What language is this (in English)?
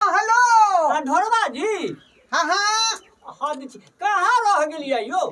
Maithili